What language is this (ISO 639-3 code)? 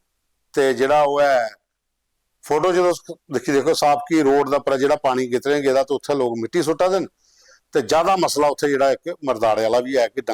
doi